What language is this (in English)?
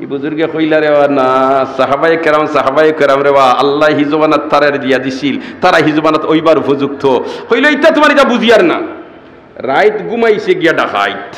Sylheti